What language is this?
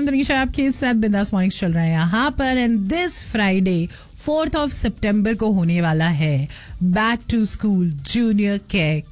Hindi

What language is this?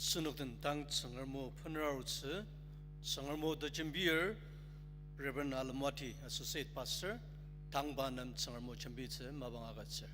Ao Naga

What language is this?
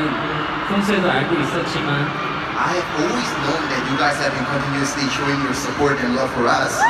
Korean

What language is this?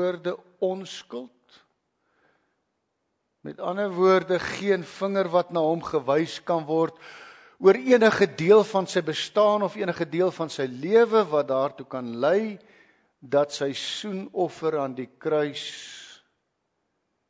Afrikaans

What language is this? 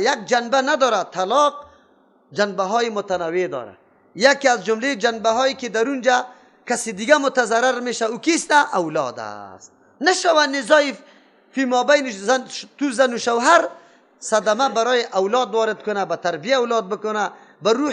Persian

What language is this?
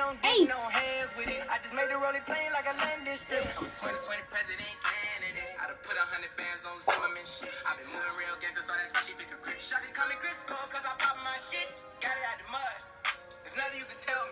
English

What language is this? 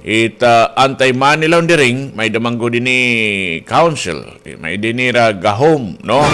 Waray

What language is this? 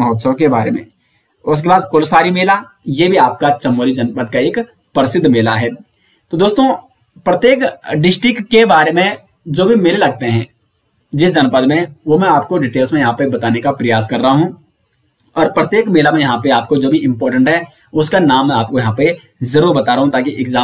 Hindi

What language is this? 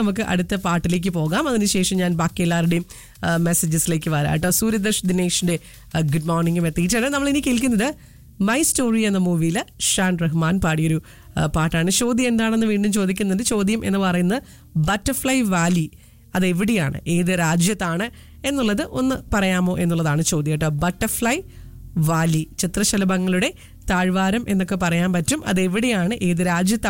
Malayalam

